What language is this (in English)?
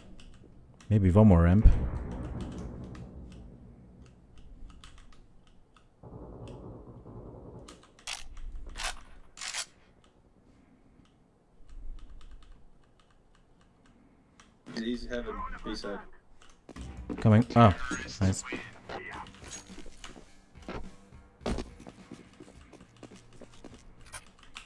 Hungarian